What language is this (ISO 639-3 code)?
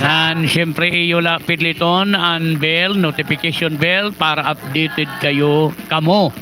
war